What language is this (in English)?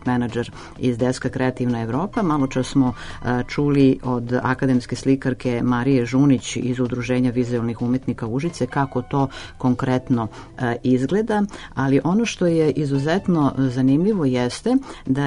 Serbian